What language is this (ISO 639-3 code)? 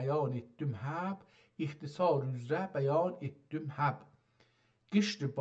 azb